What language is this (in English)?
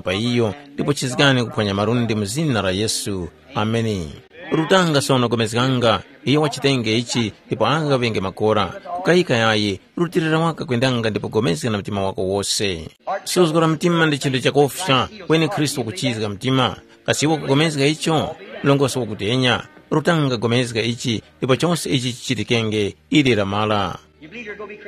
Tumbuka